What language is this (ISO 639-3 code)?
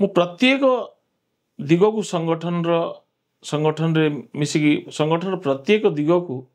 ori